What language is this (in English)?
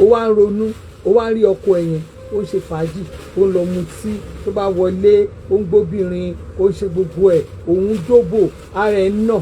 Yoruba